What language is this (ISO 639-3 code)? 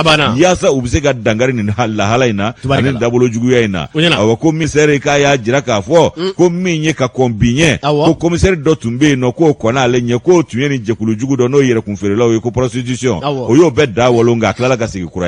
bam